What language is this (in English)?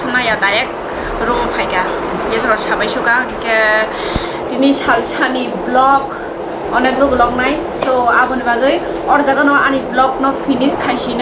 Kok Borok